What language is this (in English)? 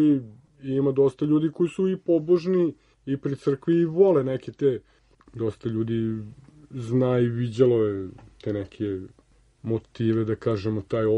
Serbian